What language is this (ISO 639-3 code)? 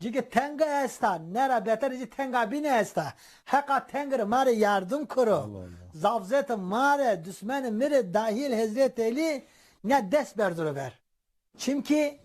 zza